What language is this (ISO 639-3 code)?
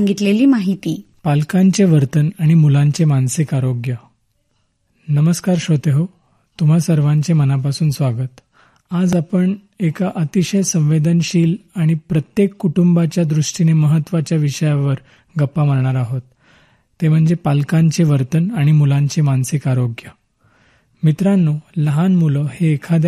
mar